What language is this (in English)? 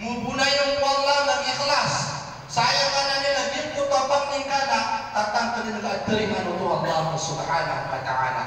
Maranao